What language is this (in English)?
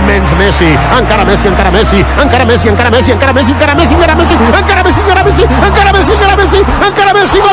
Catalan